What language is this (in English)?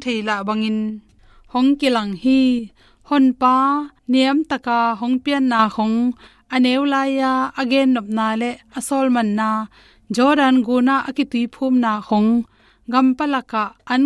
Tedim Chin